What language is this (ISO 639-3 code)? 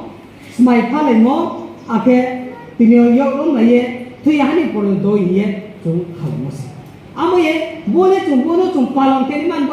ria